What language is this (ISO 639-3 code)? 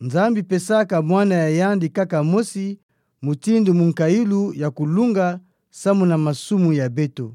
ktu